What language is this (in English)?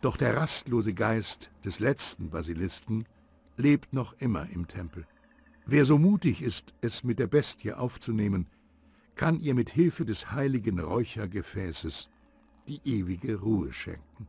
Bavarian